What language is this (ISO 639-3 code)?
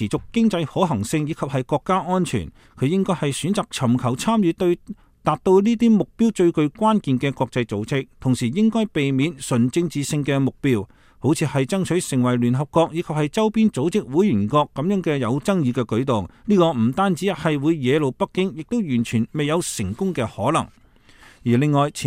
yue